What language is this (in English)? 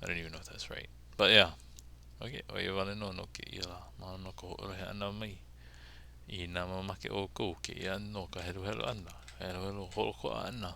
Hawaiian